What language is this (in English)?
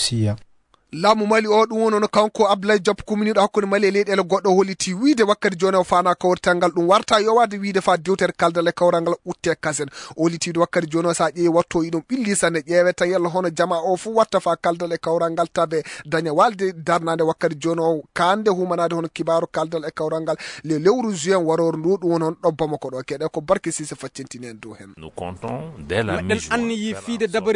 Fula